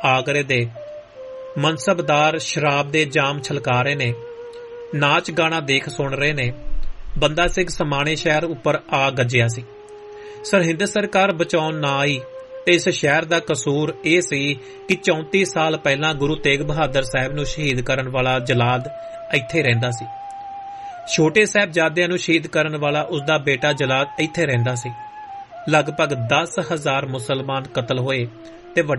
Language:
Punjabi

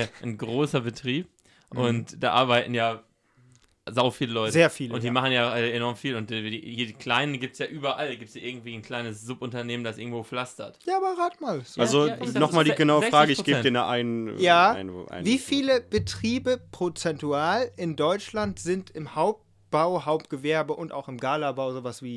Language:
German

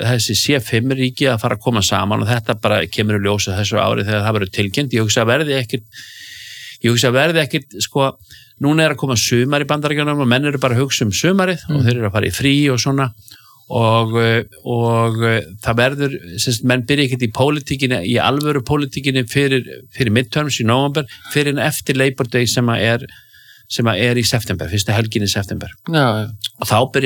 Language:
Icelandic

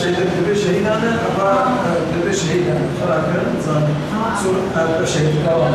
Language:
Kurdish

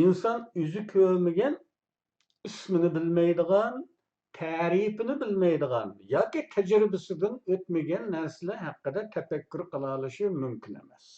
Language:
Uyghur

